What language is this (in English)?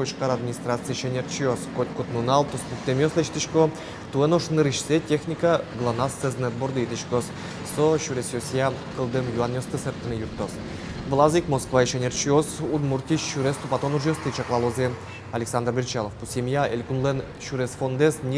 Udmurt